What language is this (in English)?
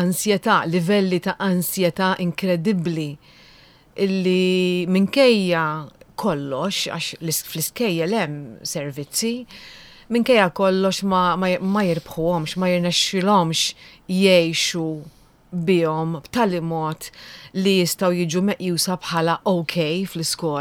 Maltese